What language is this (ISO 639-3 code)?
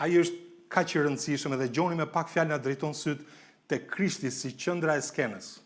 sqi